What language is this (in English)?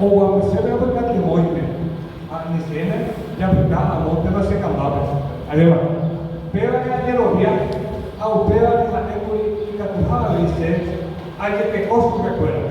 Guarani